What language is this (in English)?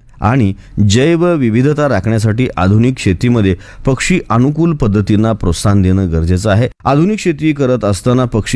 Marathi